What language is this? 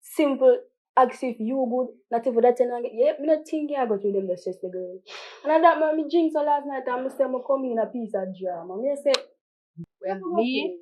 Jamaican Creole English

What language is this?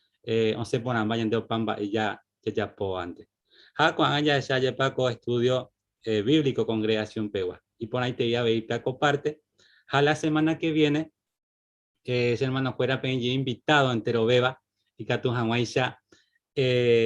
Guarani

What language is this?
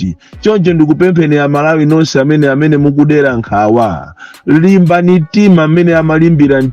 Nyanja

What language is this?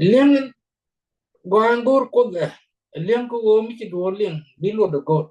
Nuer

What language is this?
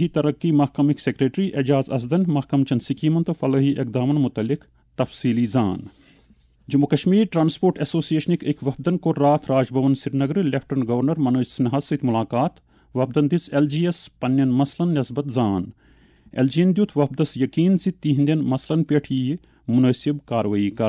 Kashmiri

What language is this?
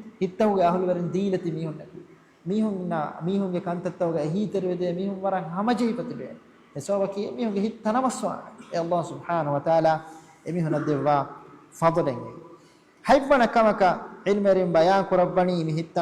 Divehi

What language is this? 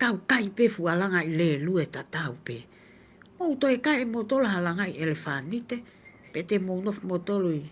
Tongan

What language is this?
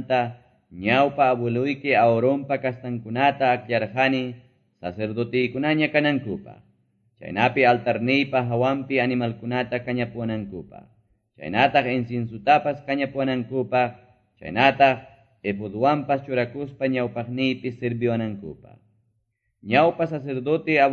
Quechua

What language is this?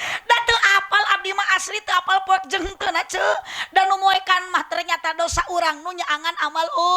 Sundanese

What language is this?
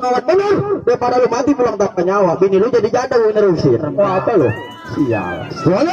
Betawi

